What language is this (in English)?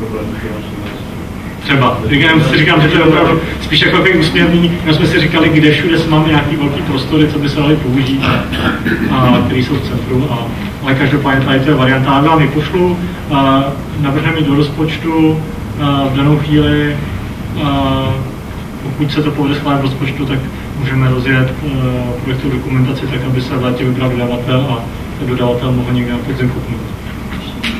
Czech